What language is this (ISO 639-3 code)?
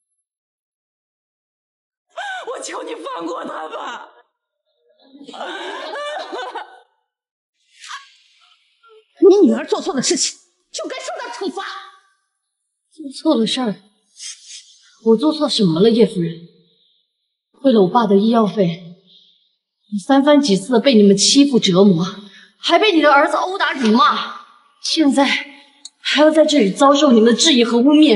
zho